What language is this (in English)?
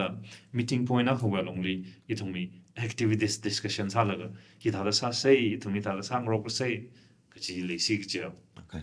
Tangkhul Naga (India)